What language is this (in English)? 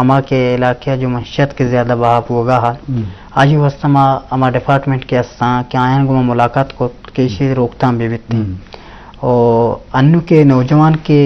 Eastern Balochi